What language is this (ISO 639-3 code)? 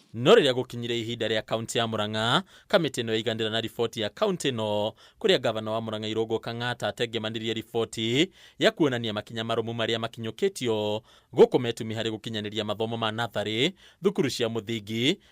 kik